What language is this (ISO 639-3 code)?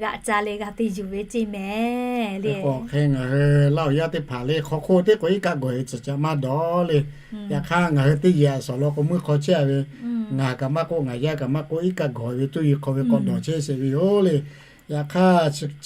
lhu